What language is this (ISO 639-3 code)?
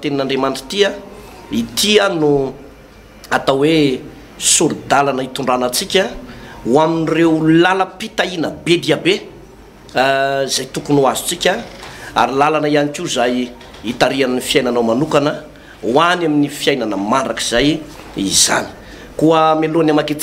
mlg